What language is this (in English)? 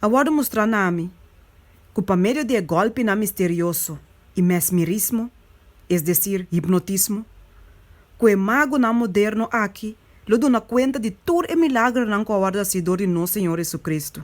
Papiamento